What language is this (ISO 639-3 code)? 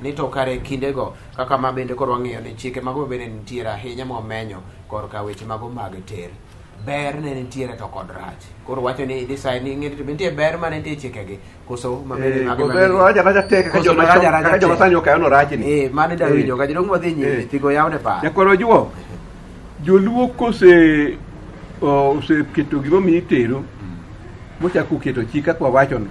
luo